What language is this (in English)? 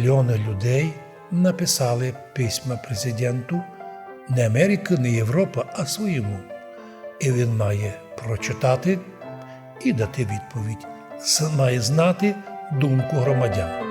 Rusyn